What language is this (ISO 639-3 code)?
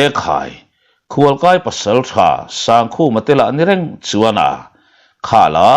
lus